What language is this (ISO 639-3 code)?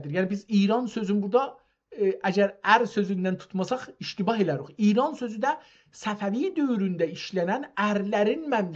azb